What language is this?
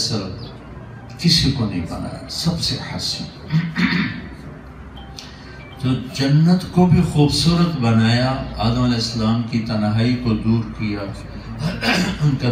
Urdu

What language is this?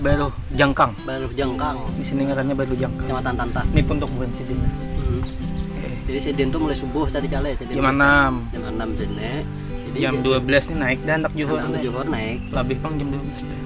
Banjar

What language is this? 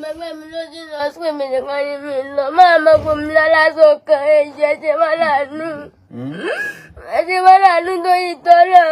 Yoruba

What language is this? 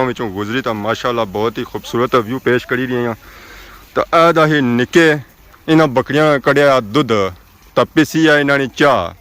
Pahari-Potwari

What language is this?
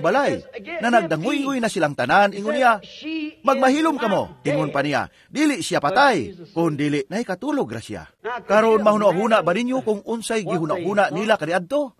Cebuano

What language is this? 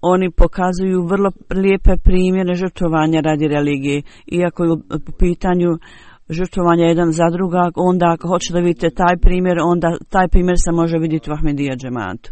Bosnian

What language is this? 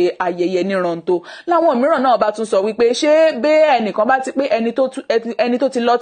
Yoruba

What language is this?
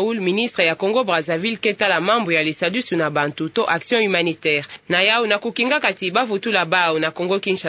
Kituba (Democratic Republic of Congo)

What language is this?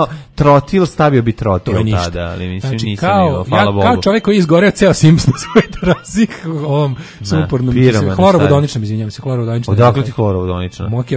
Serbian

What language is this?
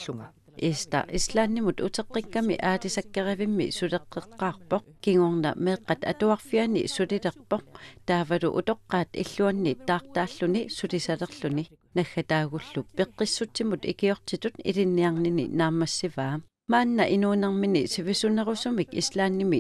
Kalaallisut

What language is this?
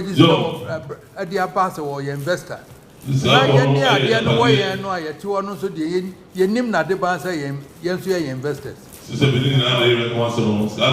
Akan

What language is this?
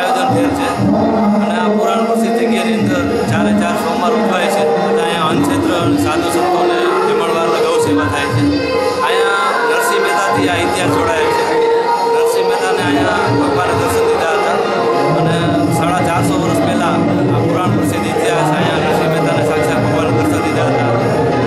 Gujarati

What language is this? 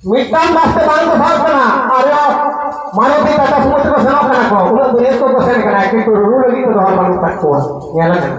Santali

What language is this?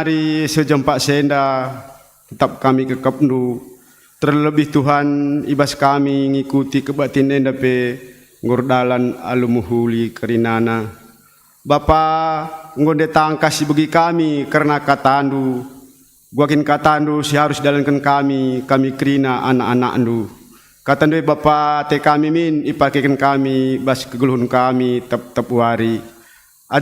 Batak Karo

